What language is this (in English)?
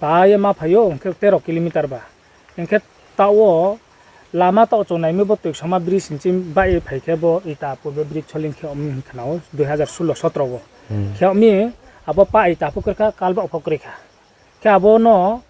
Riang (India)